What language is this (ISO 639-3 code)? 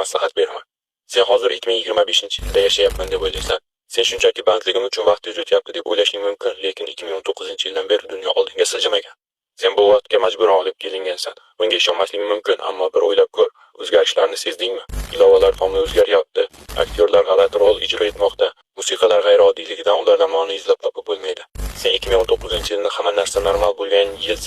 uzb